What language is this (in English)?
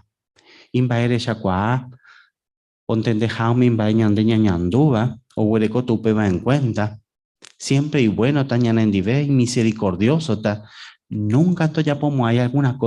Guarani